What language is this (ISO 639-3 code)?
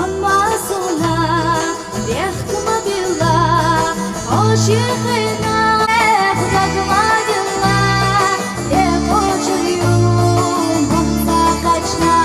che